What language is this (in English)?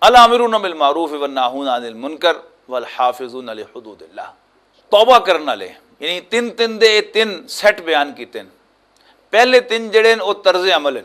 Western Panjabi